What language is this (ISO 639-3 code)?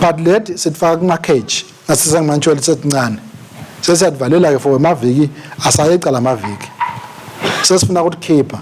ssw